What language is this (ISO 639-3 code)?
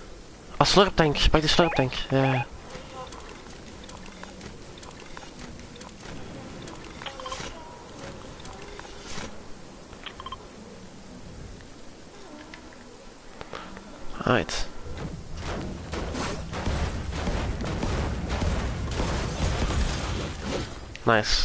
nld